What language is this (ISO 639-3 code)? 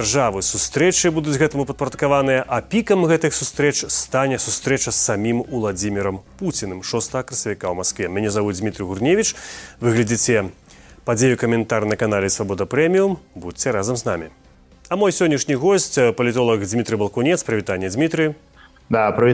bel